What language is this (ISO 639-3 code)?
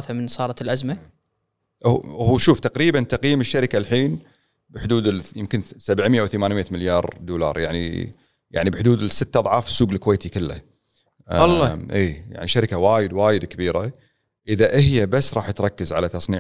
afb